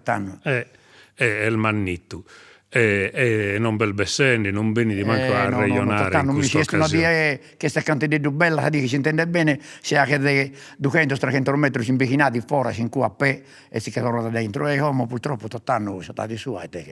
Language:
Sardinian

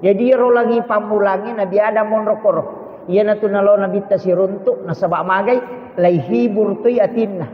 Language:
Buginese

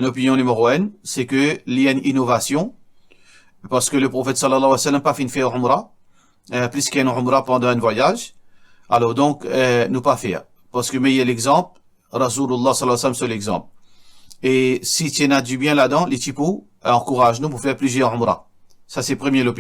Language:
Morisyen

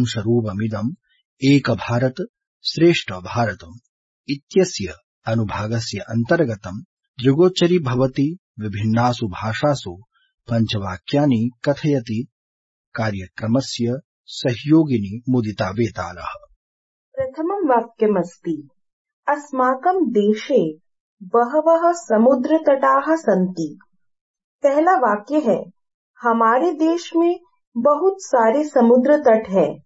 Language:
Sanskrit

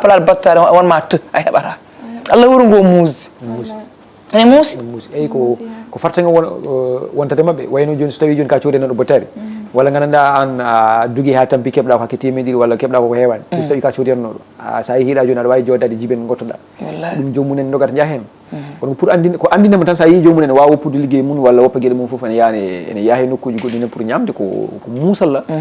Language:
Fula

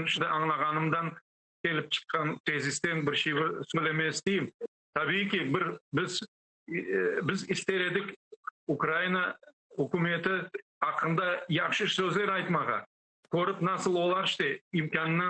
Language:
Crimean Tatar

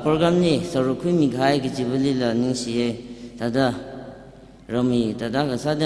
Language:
Tangkhul Naga (India)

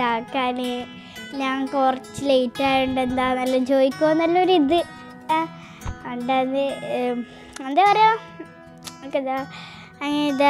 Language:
Malayalam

